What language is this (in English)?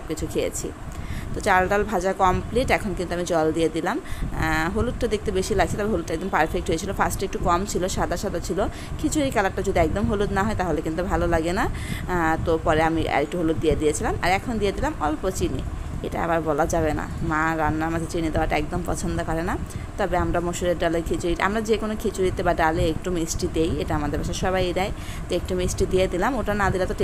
Bangla